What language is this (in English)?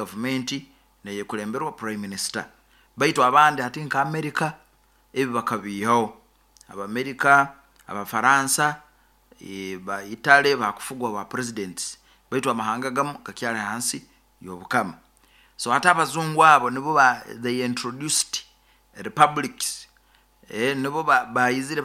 Nyoro